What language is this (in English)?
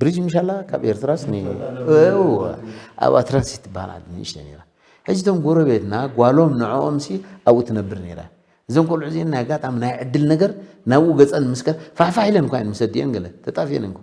Tigrinya